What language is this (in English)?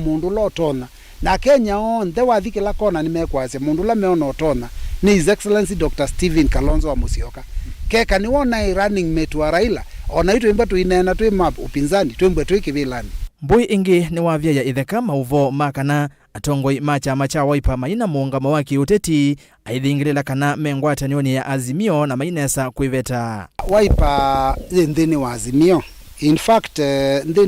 Kamba